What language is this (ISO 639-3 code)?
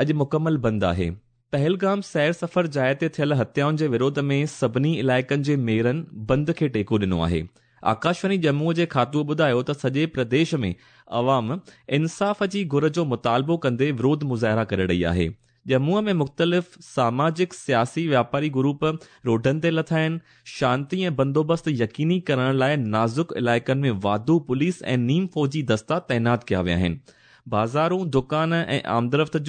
snd